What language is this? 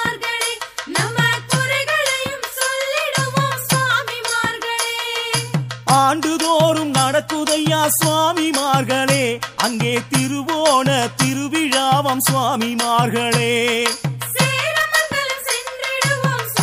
Tamil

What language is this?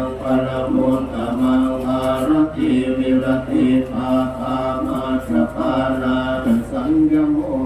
Pali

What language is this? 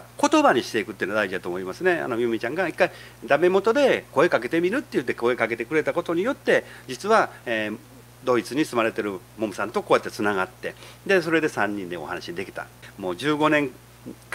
Japanese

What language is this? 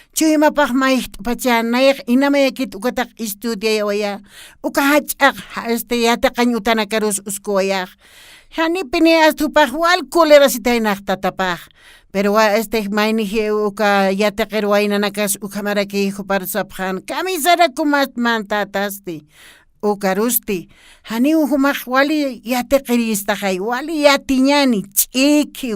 Aymara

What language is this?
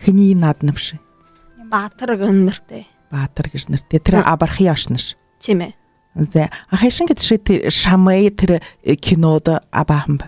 Buriat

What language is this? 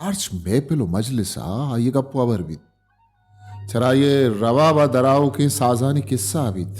Baluchi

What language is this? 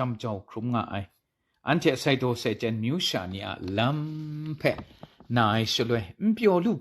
Kachin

